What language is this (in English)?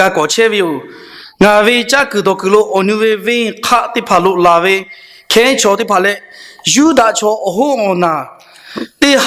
Lahu